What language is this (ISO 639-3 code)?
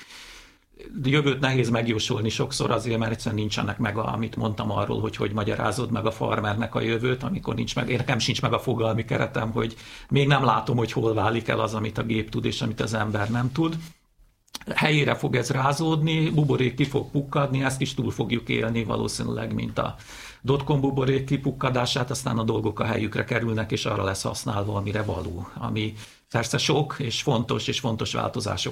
hun